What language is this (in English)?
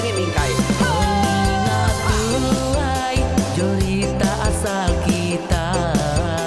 Iban